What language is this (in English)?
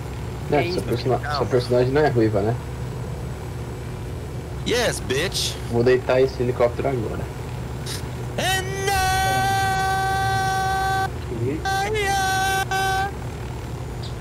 Portuguese